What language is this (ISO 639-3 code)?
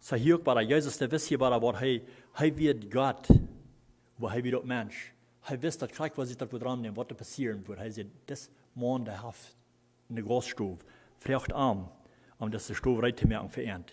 pdt